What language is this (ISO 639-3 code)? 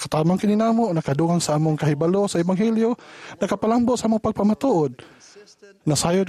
ceb